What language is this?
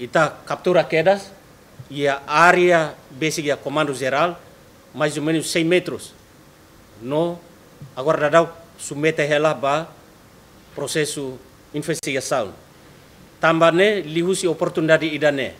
Tetum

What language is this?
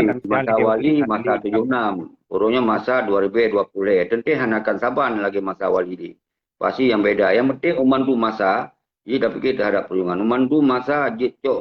Achinese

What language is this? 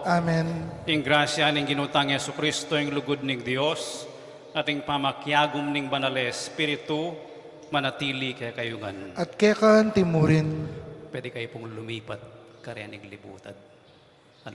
Pampanga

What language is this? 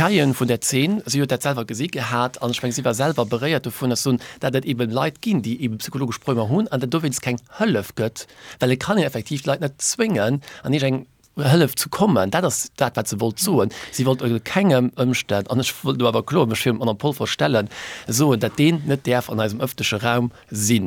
Luxembourgish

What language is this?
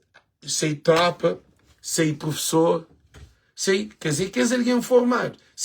Kabuverdianu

